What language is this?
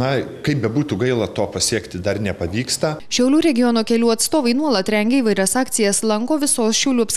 Lithuanian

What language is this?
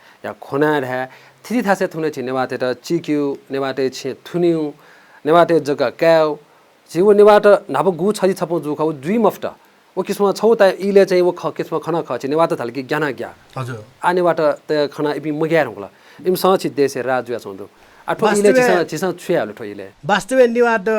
Newari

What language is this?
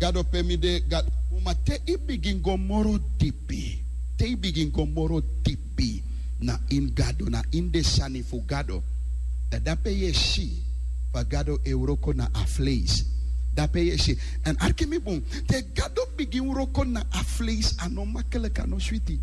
Sranan Tongo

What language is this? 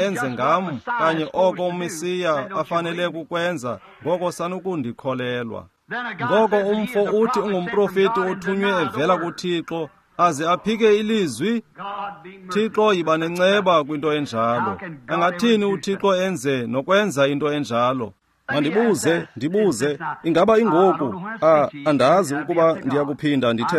Xhosa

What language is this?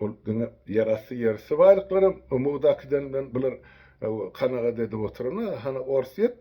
Turkmen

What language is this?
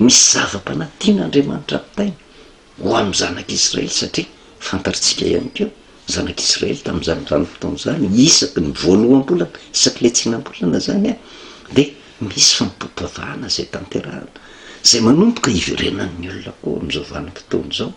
Malagasy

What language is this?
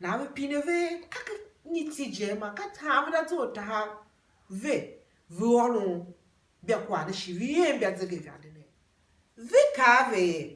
Tiv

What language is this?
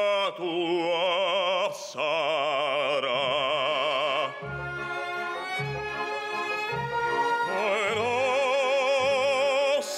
Romanian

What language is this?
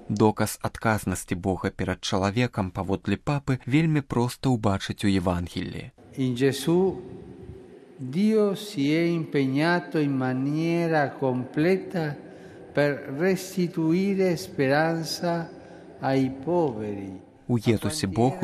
Belarusian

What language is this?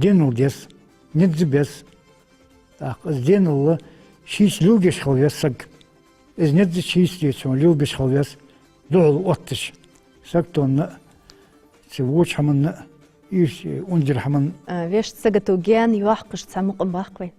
Ingush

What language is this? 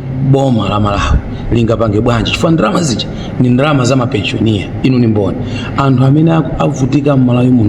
Nyanja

